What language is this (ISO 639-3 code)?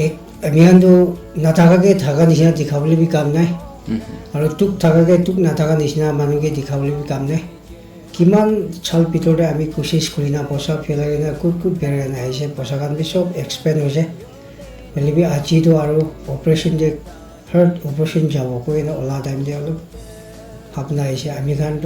nag